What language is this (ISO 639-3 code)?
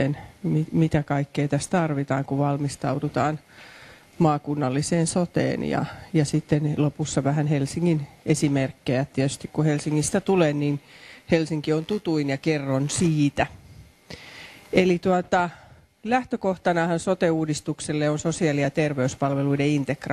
fin